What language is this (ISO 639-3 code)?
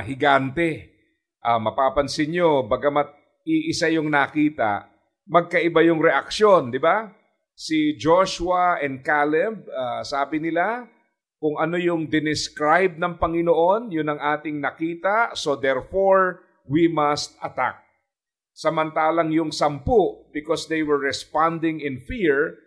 fil